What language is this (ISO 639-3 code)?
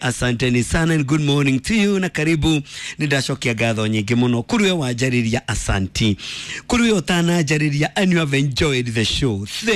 kik